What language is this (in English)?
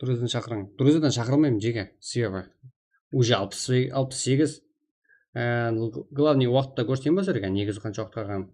Kara-Kalpak